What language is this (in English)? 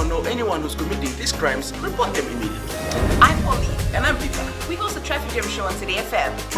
Fijian